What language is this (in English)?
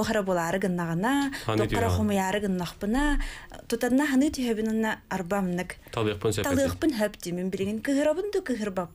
Yakut